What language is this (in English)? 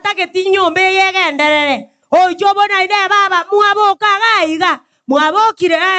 Gusii